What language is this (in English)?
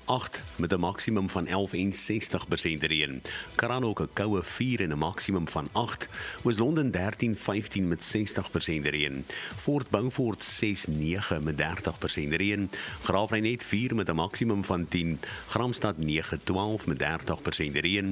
Afrikaans